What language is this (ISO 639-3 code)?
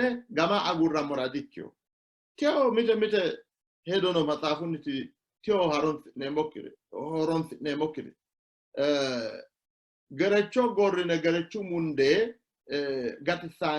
sid